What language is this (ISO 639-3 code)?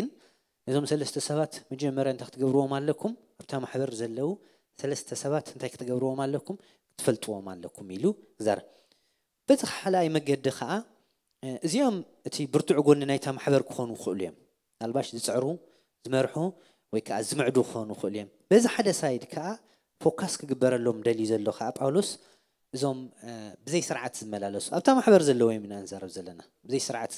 tir